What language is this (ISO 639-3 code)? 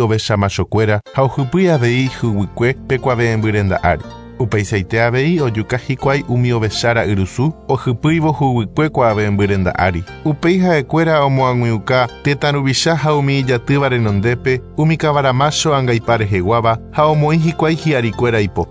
grn